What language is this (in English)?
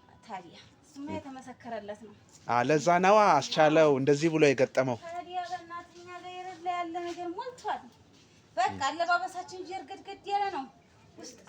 Amharic